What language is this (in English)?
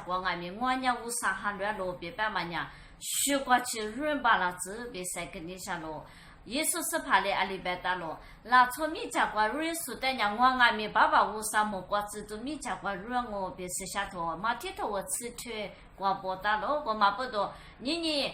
Lisu